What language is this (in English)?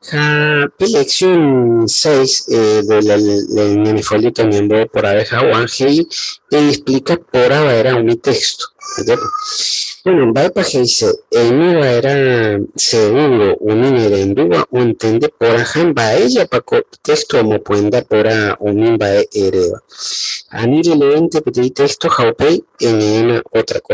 Guarani